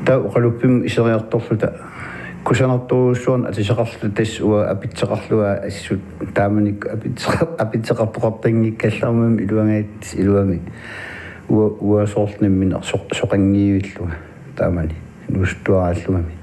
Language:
Kalaallisut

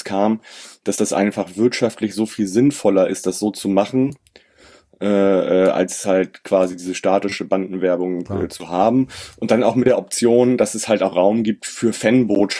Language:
German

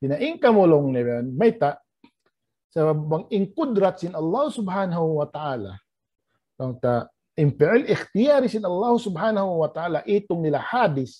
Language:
Tausug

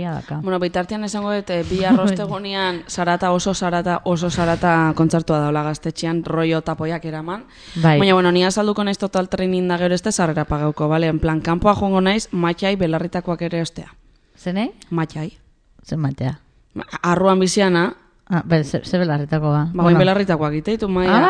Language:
Basque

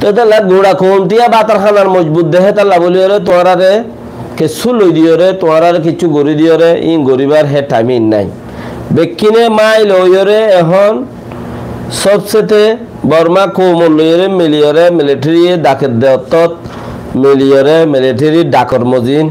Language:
Rohingya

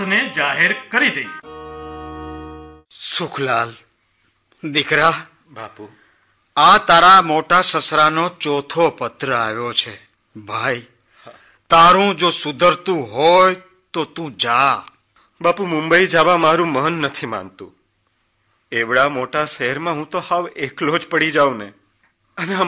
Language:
Gujarati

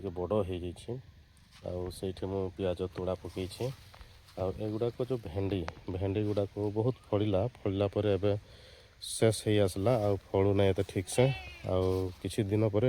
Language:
Odia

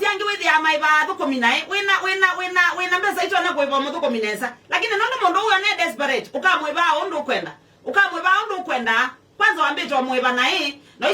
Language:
Kamba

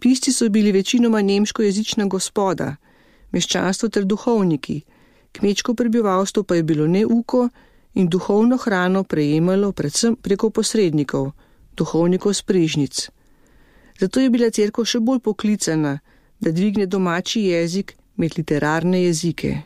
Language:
Slovenian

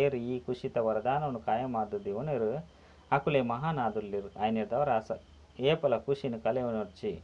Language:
Tulu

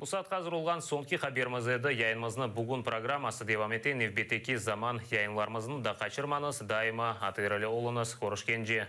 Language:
Crimean Tatar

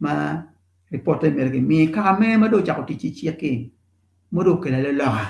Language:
Acoli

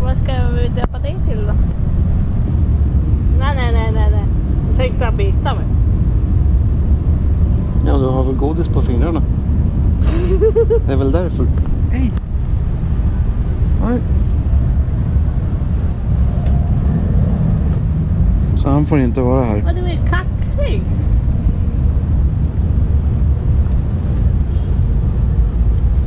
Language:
Swedish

